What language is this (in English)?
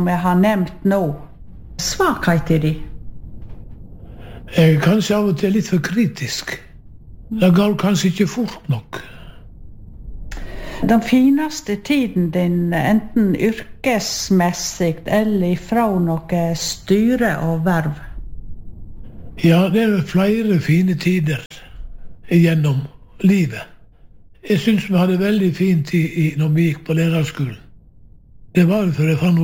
Norwegian